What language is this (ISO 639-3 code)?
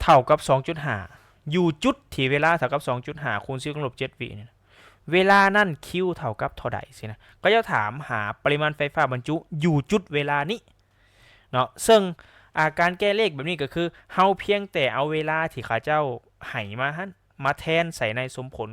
lao